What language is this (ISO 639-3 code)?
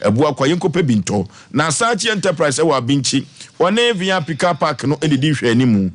aka